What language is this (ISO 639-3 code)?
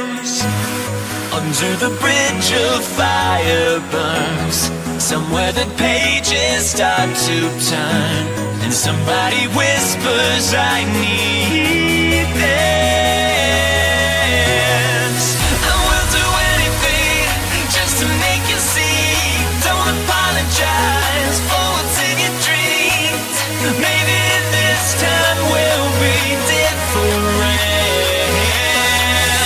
eng